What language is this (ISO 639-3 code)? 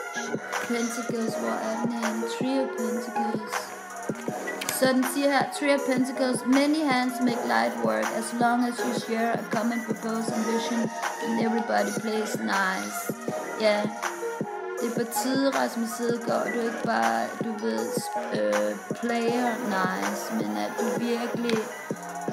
dan